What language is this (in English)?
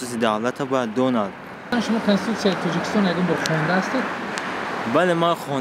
Tajik